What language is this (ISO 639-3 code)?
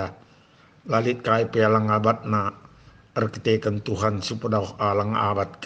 btx